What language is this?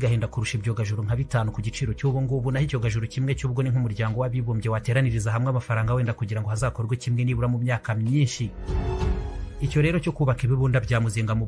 Kinyarwanda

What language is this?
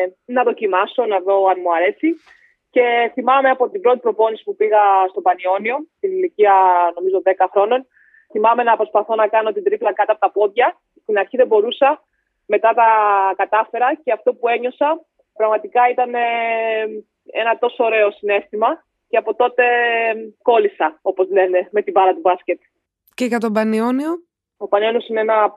Greek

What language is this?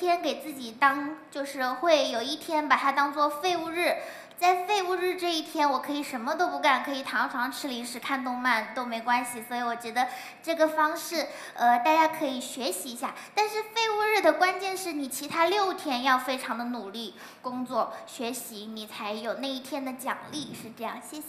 Chinese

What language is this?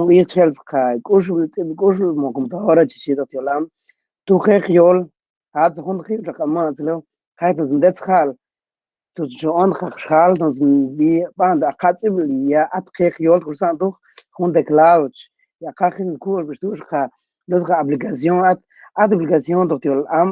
Mam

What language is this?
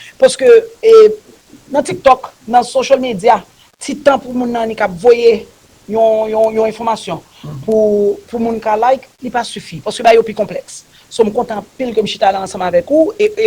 Haitian Creole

